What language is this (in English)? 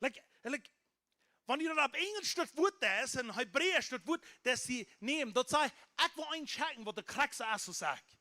Plautdietsch